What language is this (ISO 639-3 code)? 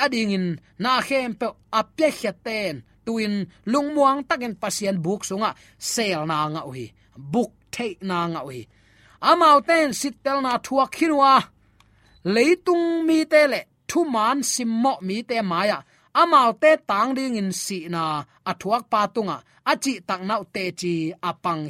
ctd